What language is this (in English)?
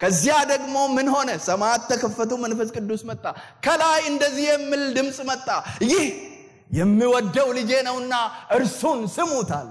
Amharic